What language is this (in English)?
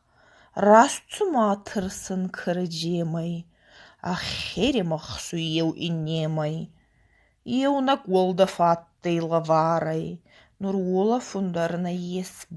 Ossetic